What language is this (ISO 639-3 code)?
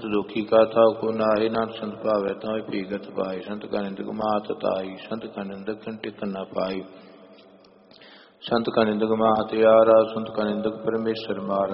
pan